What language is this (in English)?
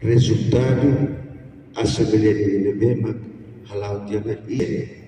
Tetum